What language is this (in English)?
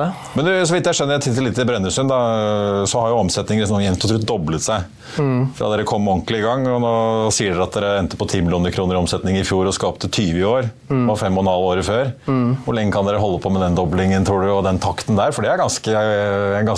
Norwegian